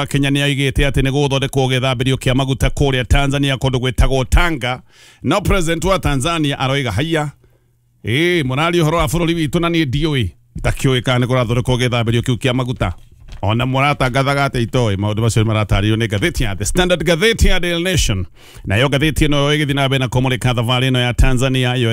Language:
Kikuyu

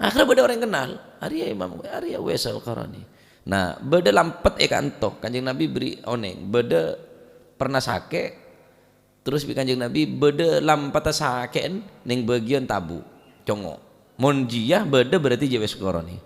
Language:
Madurese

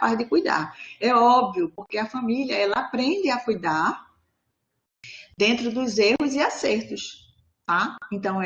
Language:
Portuguese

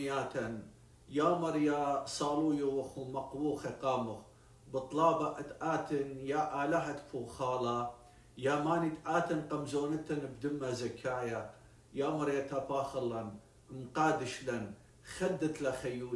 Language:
Assyrian Neo-Aramaic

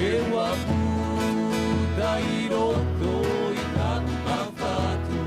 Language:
Tahitian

